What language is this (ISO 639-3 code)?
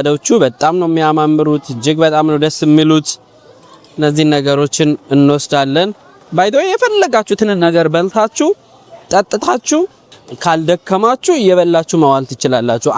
amh